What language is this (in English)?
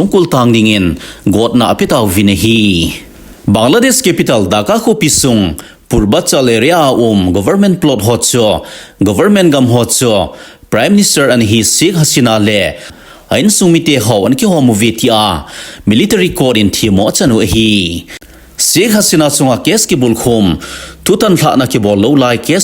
Thado Chin